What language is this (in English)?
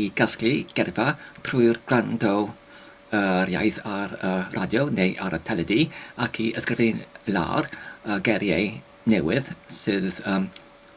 Welsh